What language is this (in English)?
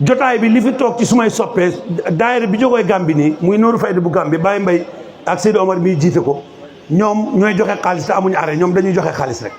Wolof